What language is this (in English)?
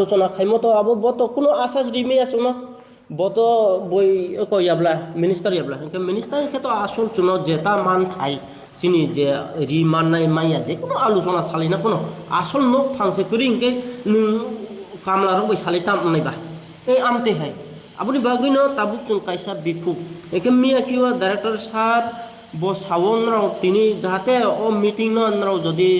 Riang (India)